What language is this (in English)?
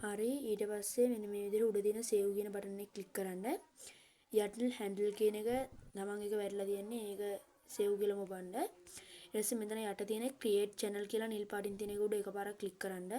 Sinhala